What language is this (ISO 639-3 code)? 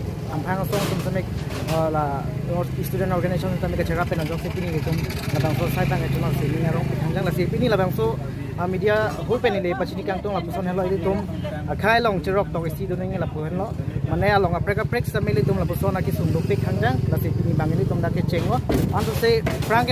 mjw